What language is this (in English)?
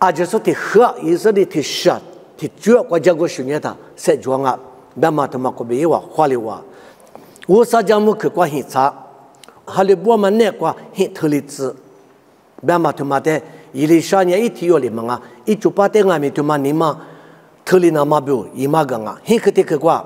Lisu